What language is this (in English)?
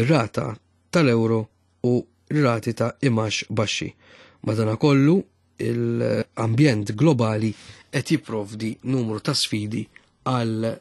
Maltese